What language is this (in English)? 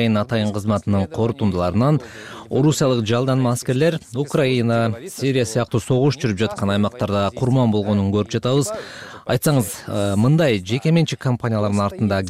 Kyrgyz